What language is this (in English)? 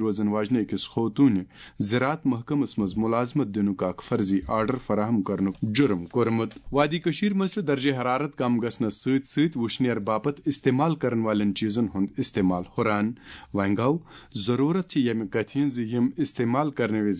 Kashmiri